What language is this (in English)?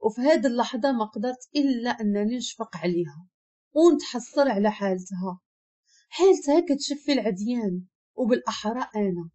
Moroccan Arabic